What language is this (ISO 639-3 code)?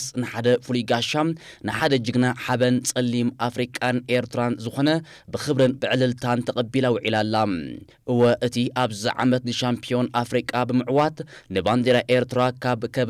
tir